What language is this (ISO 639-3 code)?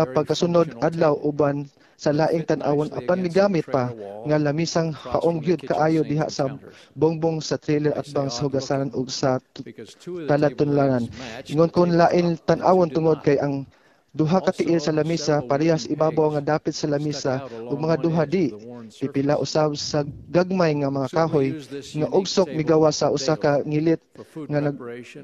ceb